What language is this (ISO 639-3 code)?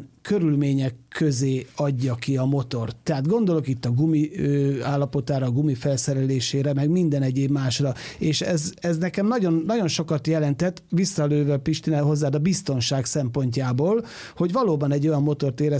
hun